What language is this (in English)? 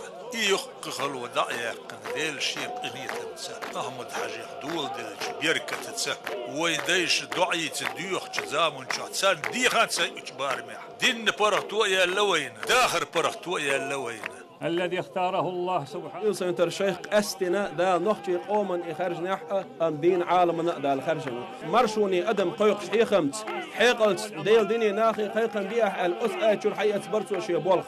Chechen